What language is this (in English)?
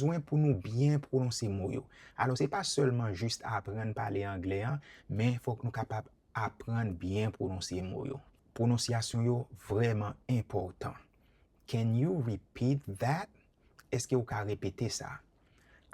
Haitian Creole